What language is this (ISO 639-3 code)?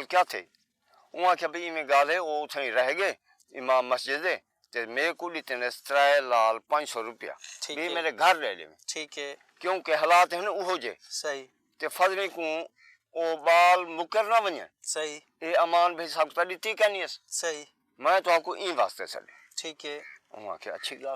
skr